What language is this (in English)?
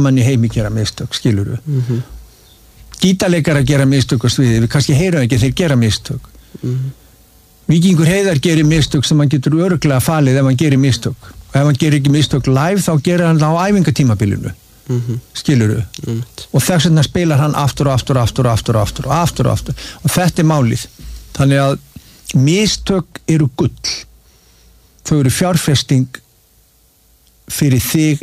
Icelandic